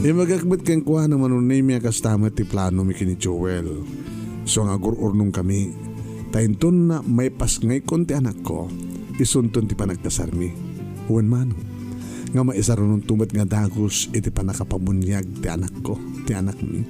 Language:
Iloko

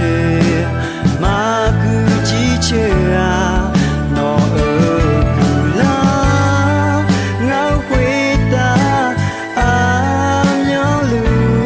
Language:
Akha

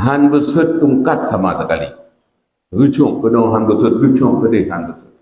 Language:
Achinese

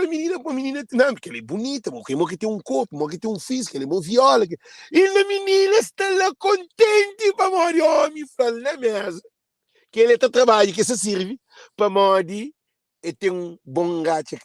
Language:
Kabuverdianu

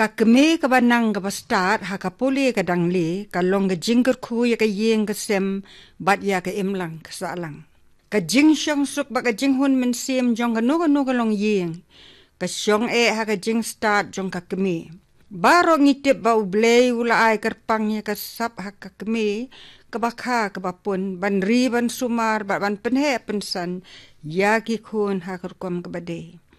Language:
Khasi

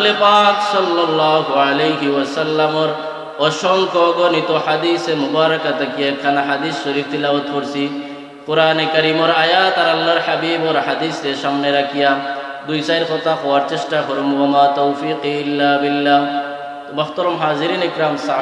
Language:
Sylheti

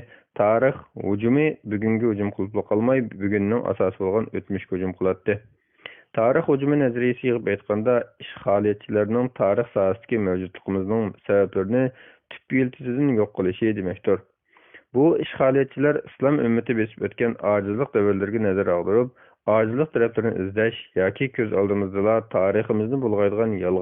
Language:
Uyghur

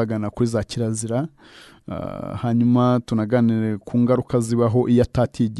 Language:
Kinyarwanda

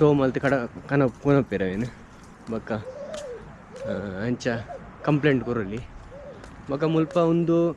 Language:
Tulu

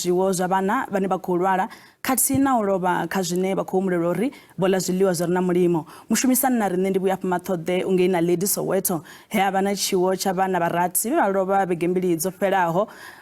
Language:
Venda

